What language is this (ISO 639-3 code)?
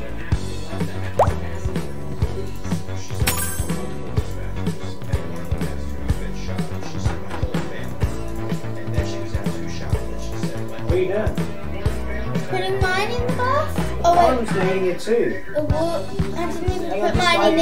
eng